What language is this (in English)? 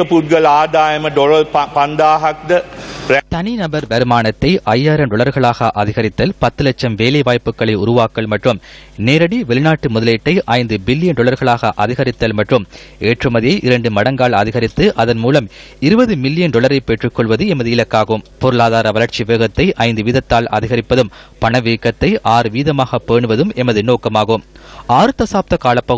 Tamil